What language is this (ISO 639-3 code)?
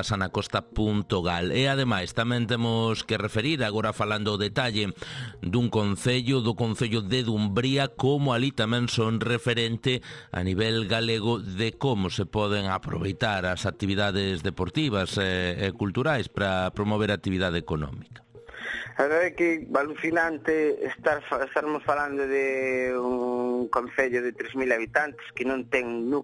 glg